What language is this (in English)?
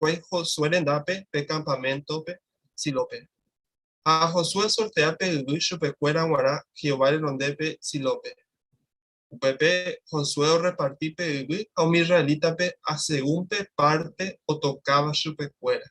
Guarani